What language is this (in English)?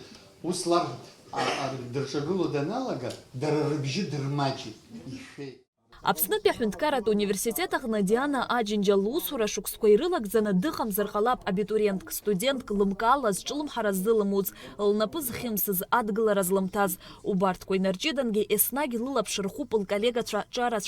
Abkhazian